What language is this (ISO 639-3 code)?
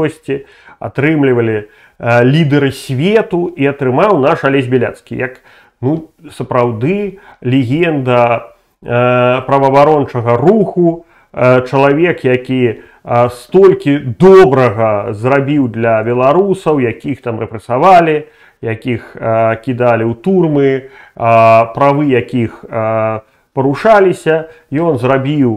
bel